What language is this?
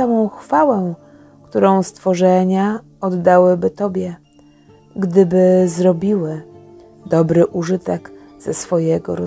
Polish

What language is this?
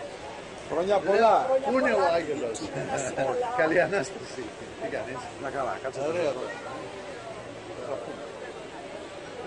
Greek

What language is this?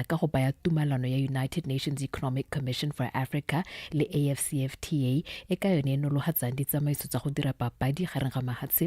Tswana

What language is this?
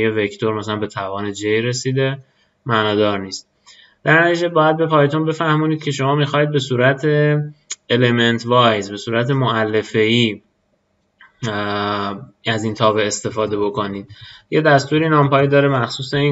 Persian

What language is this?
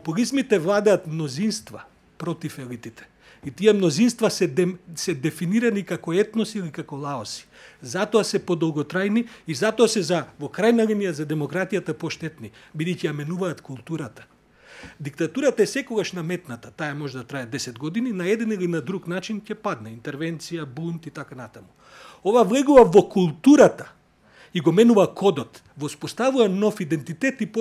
Macedonian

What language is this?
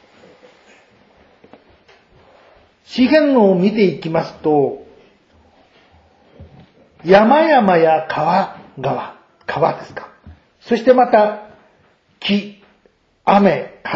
Japanese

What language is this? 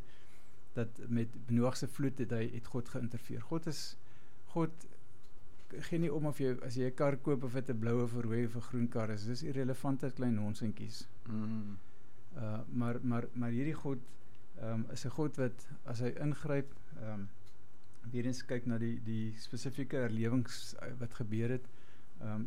Afrikaans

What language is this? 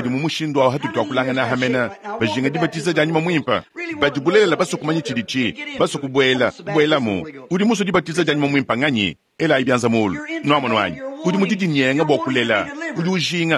Luba-Lulua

